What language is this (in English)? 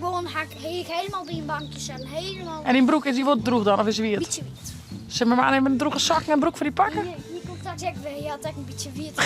Western Frisian